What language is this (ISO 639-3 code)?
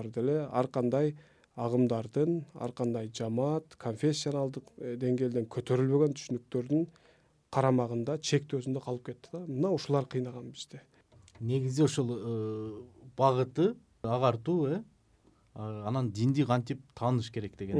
kir